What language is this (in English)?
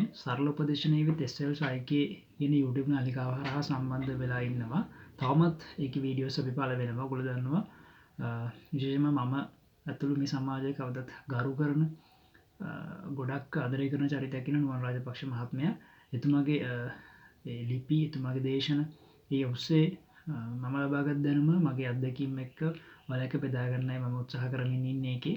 Sinhala